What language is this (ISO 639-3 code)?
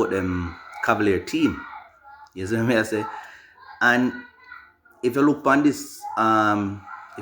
jam